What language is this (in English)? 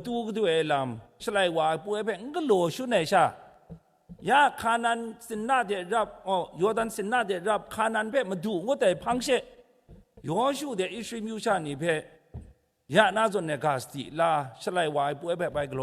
Kachin